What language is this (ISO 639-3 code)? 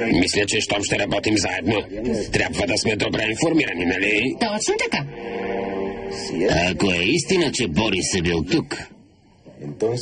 bul